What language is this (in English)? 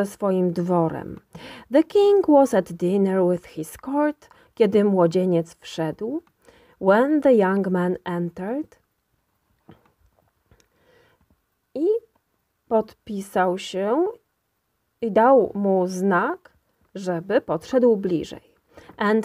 Polish